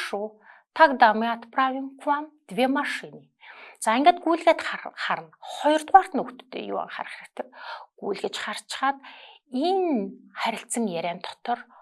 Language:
Mongolian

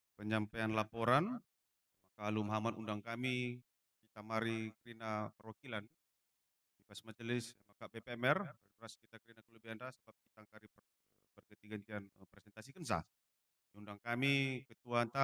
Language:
Batak Karo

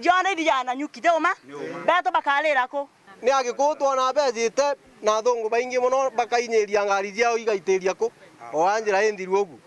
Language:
Meru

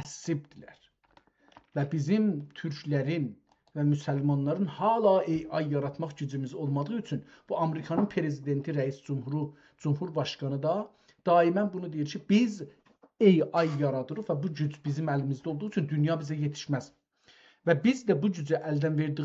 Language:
South Azerbaijani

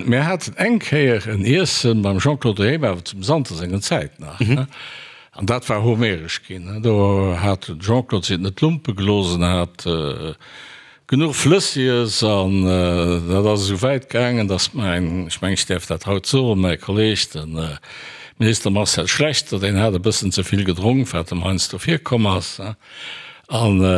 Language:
Luxembourgish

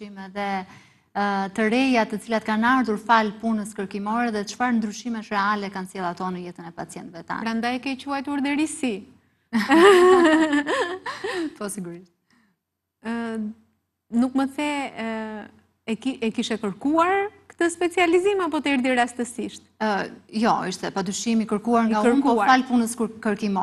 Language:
Albanian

